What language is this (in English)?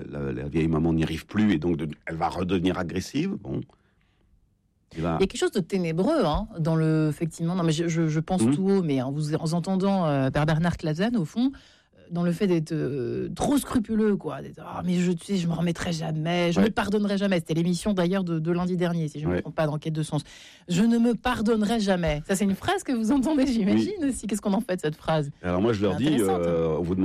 French